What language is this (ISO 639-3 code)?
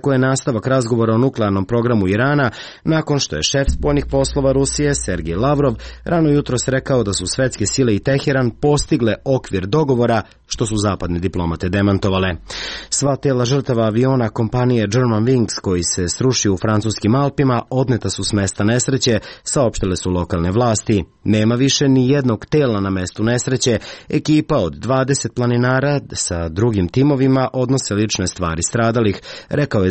srp